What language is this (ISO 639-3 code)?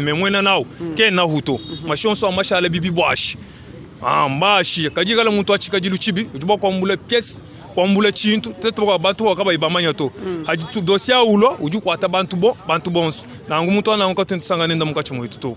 lua